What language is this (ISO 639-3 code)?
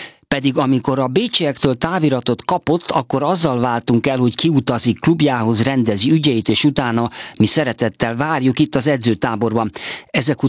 hun